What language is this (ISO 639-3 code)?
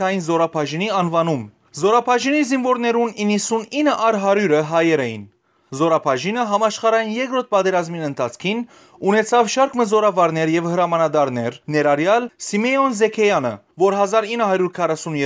hyw